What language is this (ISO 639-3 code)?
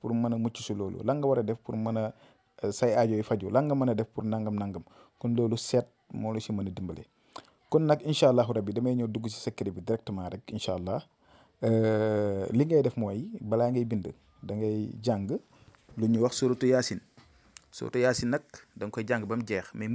wol